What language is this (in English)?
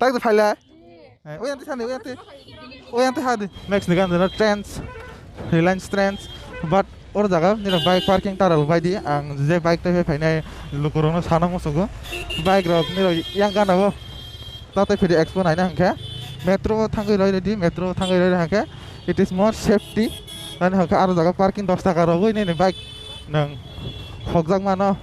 Kok Borok